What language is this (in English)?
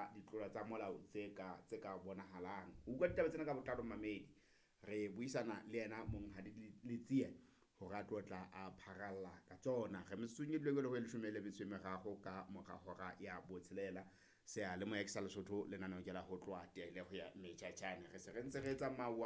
Southern Sotho